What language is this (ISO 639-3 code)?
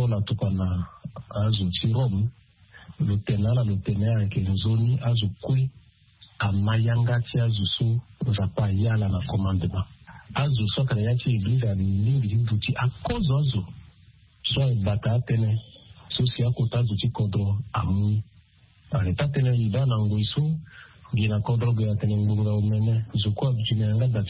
sag